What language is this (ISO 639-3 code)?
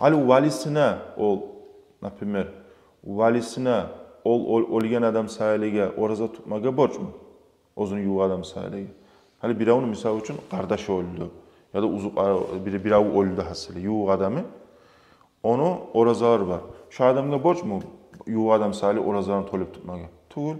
kum